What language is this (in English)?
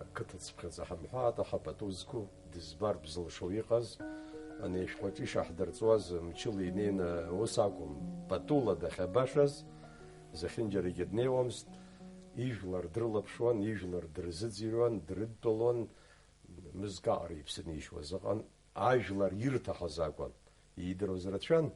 Abkhazian